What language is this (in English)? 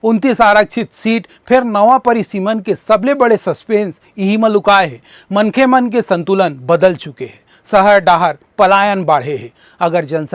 Chhattisgarhi